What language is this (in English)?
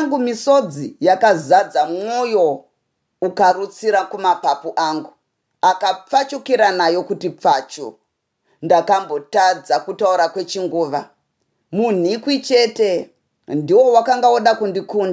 Shona